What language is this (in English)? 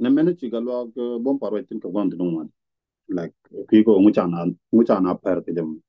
Nuer